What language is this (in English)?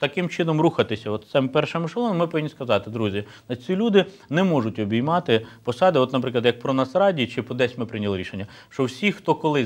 Ukrainian